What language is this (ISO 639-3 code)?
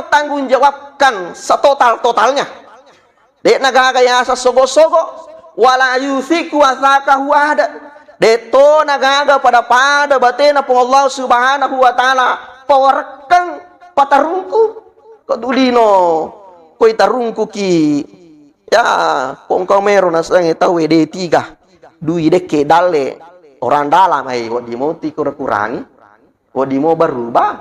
bug